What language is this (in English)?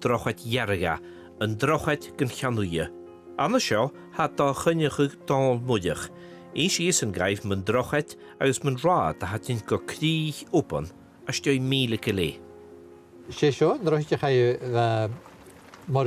Scottish Gaelic